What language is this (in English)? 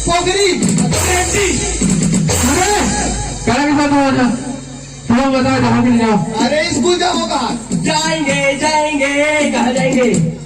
Chhattisgarhi